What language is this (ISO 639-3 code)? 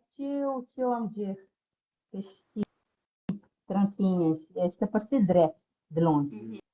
kea